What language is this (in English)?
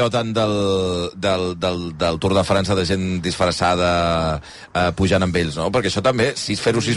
Catalan